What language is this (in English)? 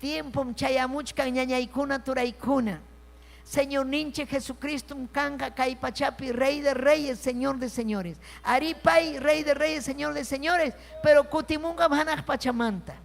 Ayacucho Quechua